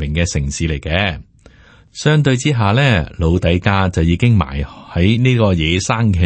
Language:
Cantonese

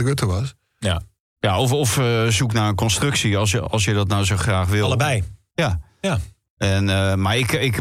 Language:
Dutch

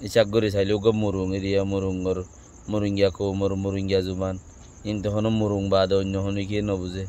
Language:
Rohingya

